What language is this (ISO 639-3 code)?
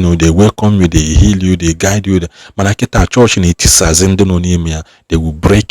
ibo